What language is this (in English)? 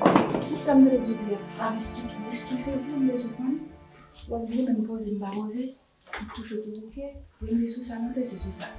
Haitian Creole